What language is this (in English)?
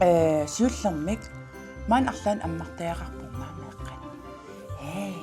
Kalaallisut